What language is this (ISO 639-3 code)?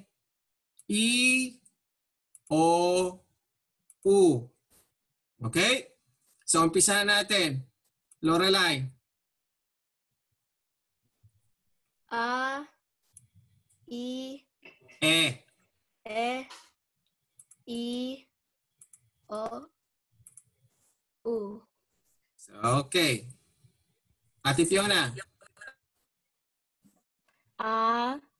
fil